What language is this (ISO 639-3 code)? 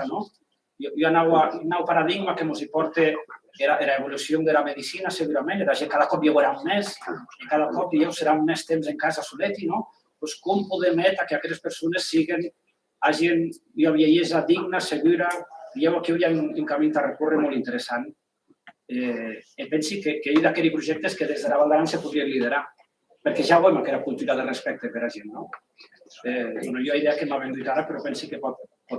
oci